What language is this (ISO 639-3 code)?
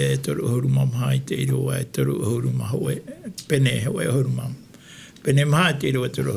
tah